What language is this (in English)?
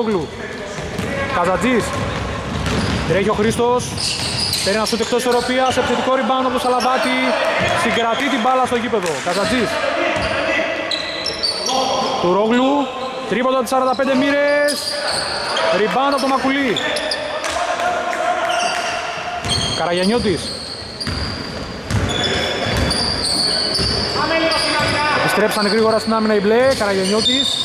Greek